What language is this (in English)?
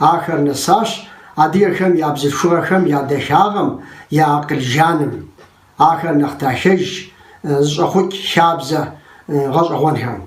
Kabardian